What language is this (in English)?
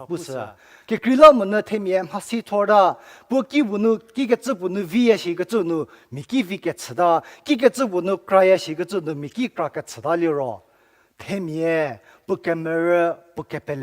Angami Naga